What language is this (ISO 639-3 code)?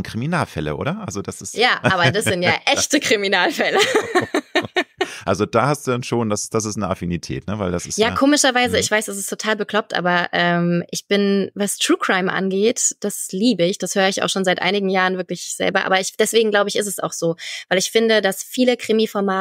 deu